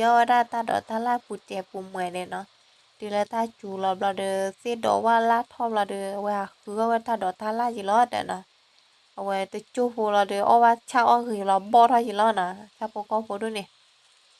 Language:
S'gaw Karen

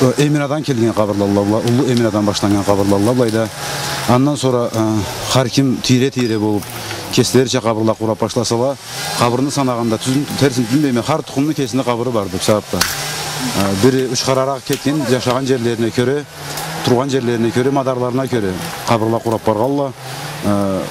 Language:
Karachay-Balkar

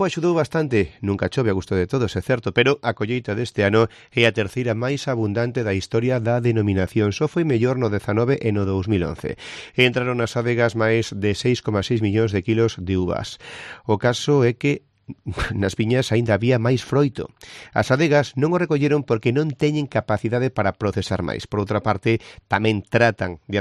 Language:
Galician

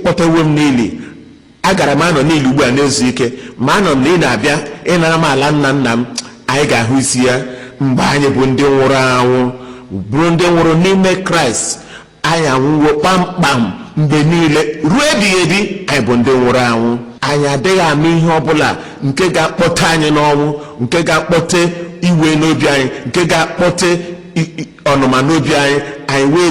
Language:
Igbo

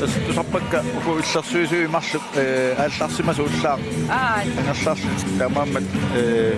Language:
Kalaallisut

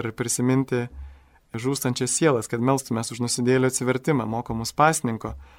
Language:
Lithuanian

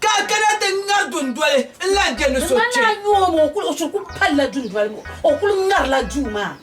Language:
Dagbani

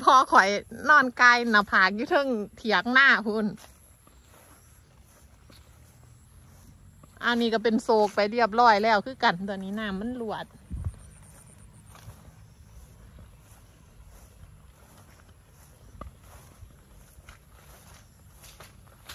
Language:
Northeastern Thai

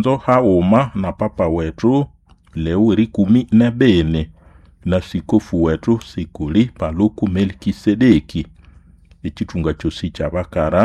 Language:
Nande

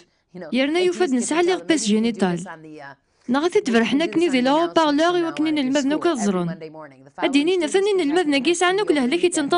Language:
Kabyle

